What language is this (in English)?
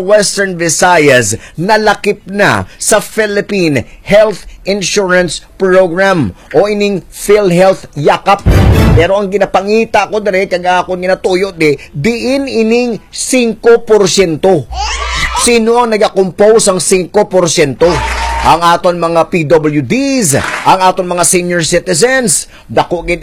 Hiligaynon